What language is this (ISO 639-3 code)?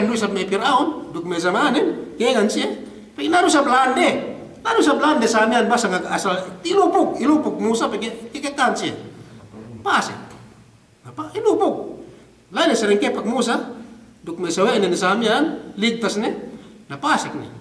yka